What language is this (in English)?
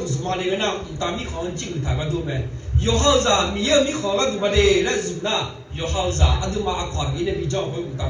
Akha